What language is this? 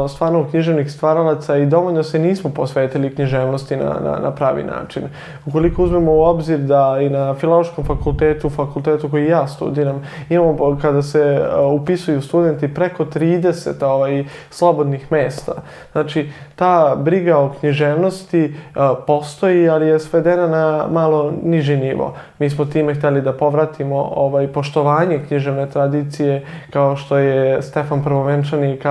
Serbian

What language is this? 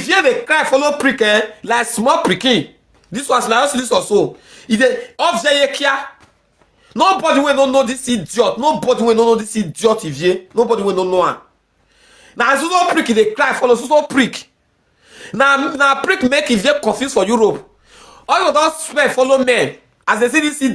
Nigerian Pidgin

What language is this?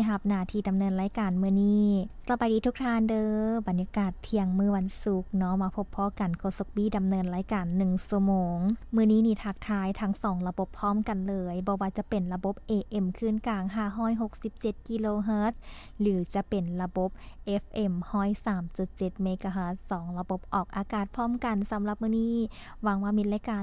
Lao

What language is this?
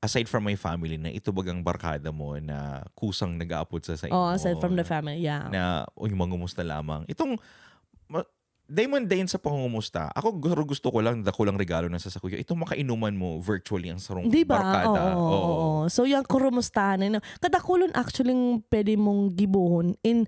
Bikol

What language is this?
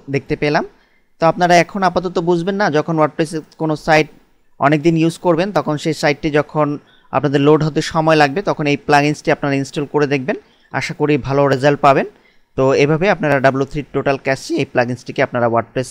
Bangla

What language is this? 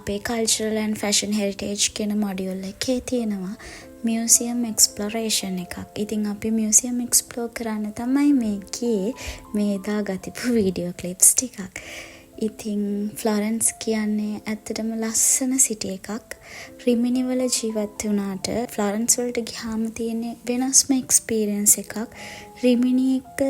Sinhala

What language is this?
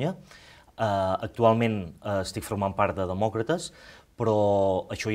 Catalan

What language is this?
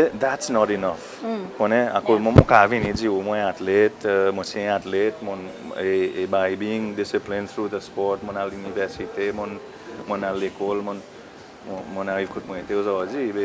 Seselwa Creole French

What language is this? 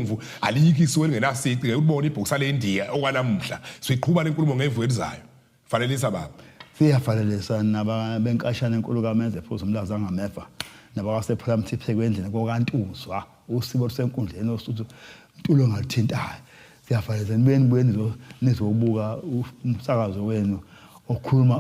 Zulu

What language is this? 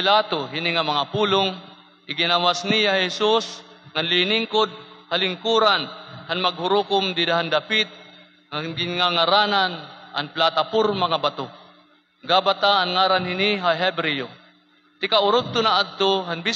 Waray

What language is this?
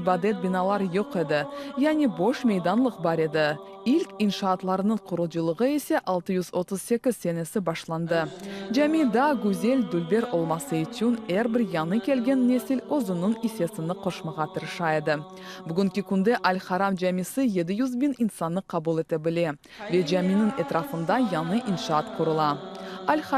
Crimean Tatar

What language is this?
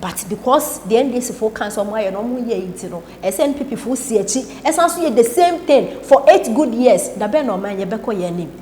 Akan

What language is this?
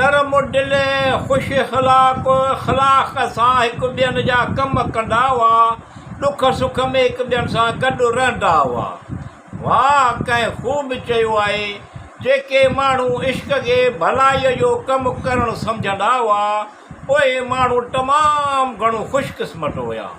Sindhi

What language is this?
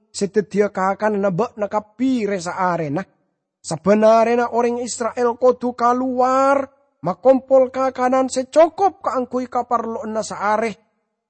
Madurese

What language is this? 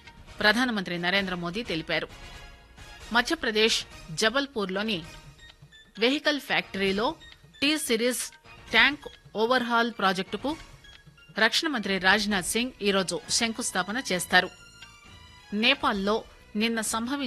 Telugu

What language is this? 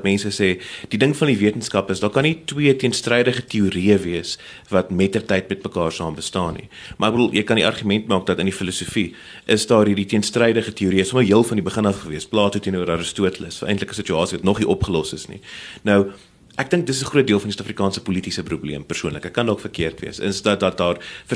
Afrikaans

